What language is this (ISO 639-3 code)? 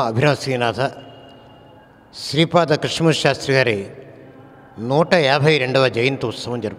tel